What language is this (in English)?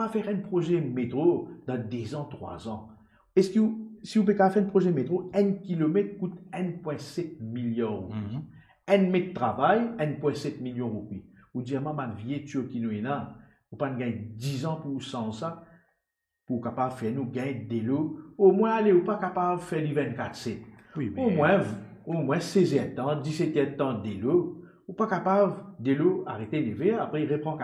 Morisyen